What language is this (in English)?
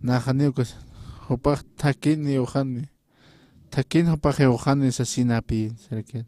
Aymara